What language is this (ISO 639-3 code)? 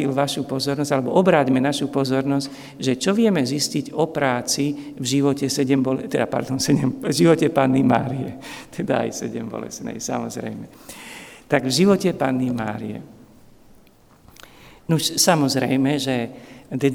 slk